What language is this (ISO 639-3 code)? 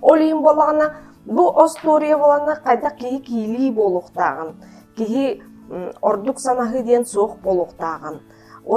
sah